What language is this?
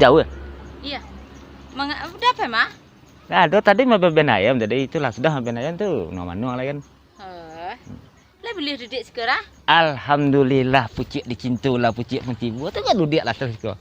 Minangkabau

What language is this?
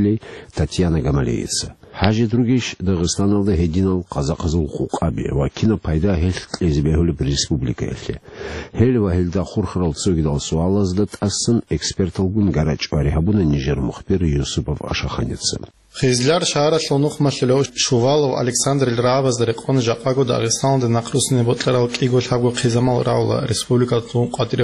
Avaric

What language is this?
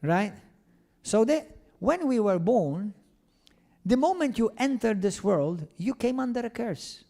English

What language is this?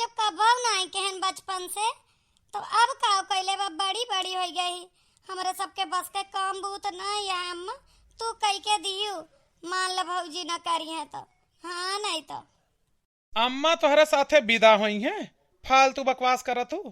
Awadhi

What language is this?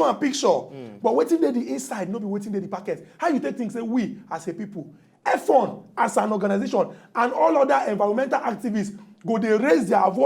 Nigerian Pidgin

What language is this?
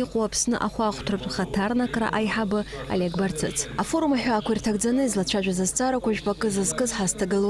Abkhazian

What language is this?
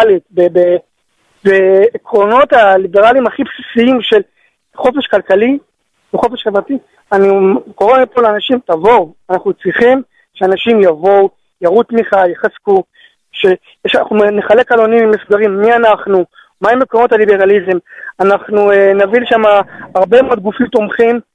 Hebrew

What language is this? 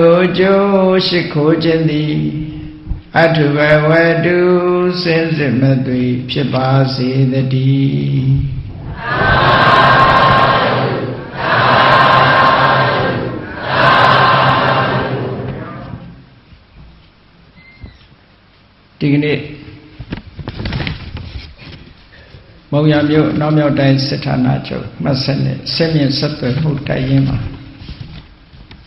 Burmese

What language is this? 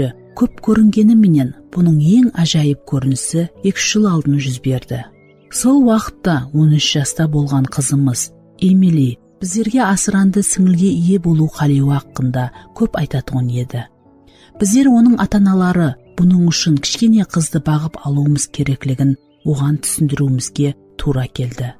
Kara-Kalpak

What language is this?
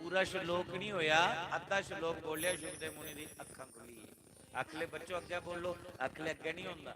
Dogri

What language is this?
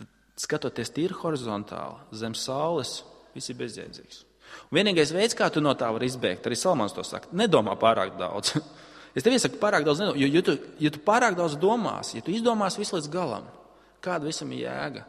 Latvian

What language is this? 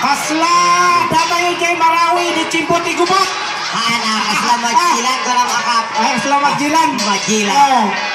Iloko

